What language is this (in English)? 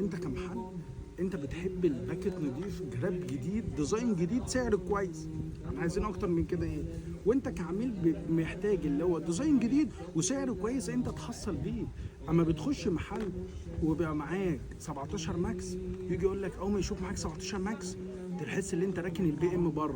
Egyptian Arabic